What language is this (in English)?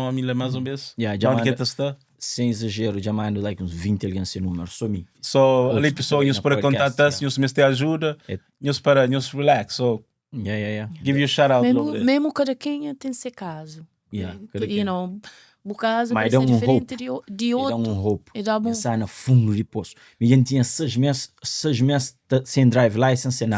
Kabuverdianu